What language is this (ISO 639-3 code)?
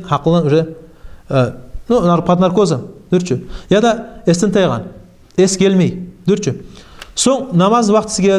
kum